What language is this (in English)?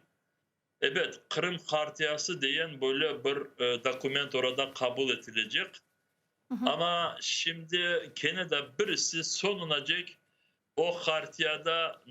Crimean Tatar